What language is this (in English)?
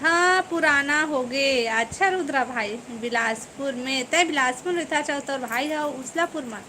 Chhattisgarhi